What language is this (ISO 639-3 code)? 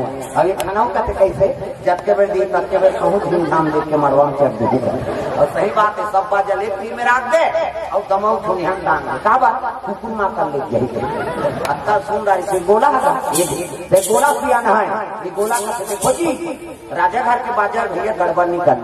hne